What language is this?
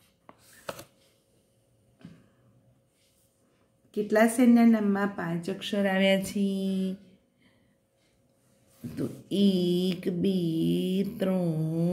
Gujarati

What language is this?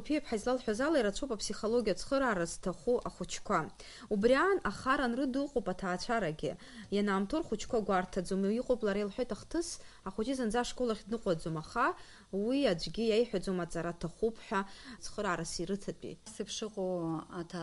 Abkhazian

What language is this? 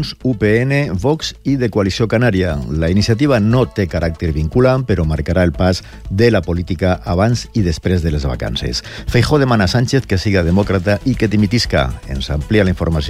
Catalan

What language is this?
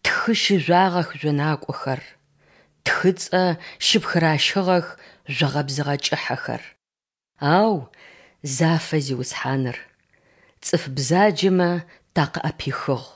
Adyghe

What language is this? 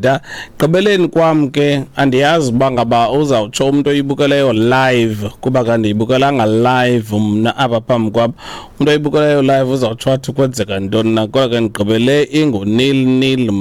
Xhosa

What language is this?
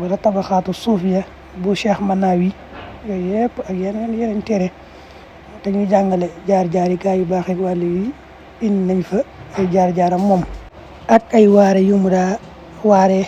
Wolof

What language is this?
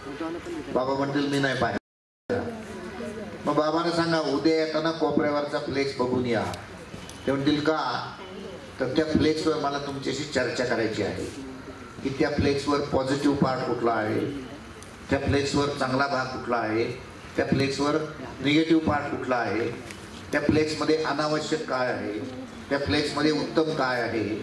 Marathi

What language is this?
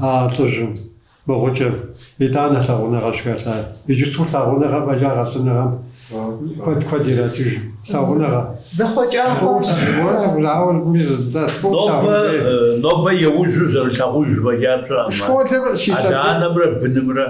Kabardian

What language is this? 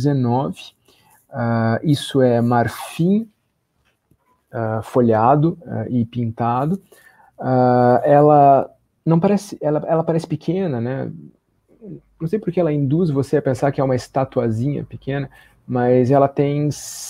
Portuguese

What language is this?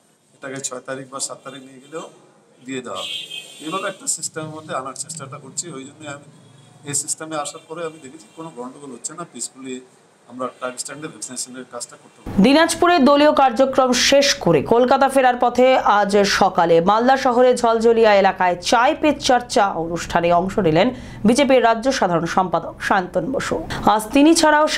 Bangla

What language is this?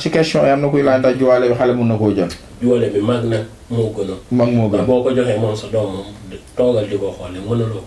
Wolof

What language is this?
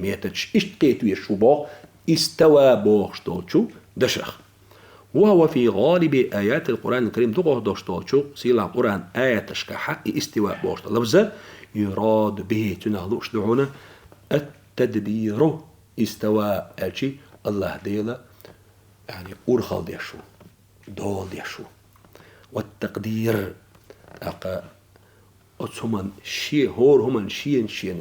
Chechen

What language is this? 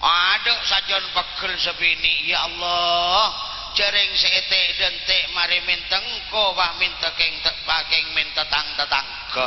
Madurese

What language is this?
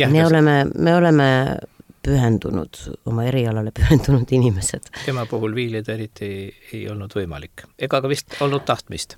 Estonian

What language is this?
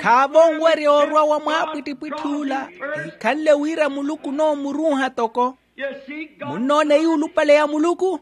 Makhuwa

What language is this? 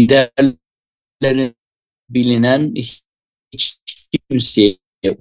Turkish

